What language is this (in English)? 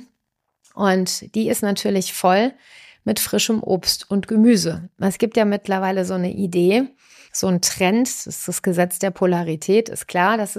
German